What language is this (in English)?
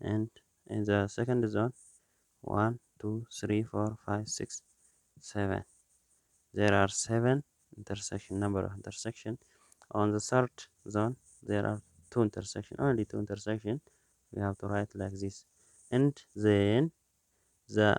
English